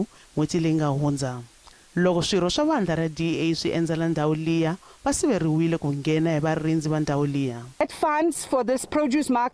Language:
Tsonga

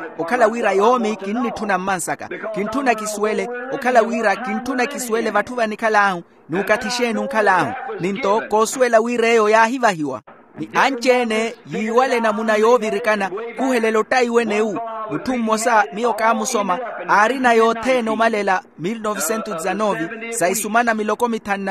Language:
Makhuwa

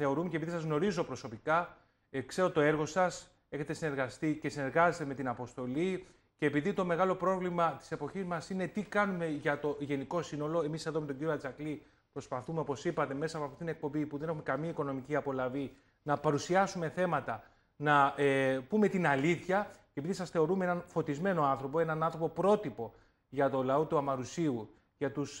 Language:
Greek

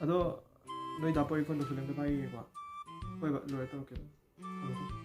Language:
Manipuri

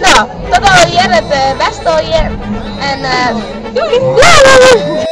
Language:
Western Frisian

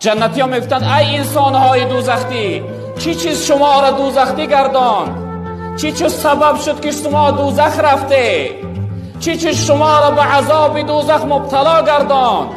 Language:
Tajik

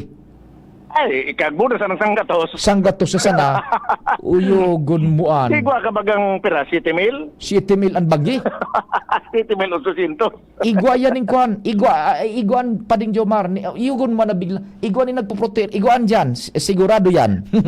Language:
Bikol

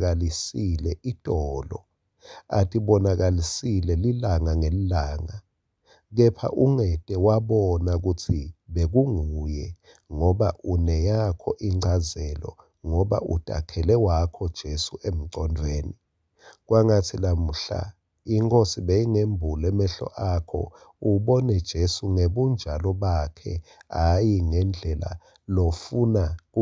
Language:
Swati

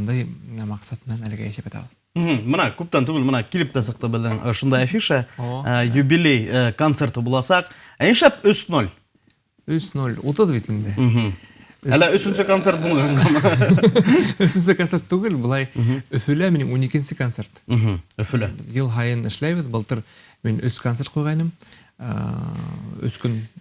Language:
Bashkir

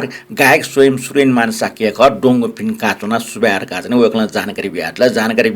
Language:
Newari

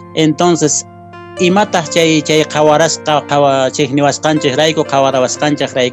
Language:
Quechua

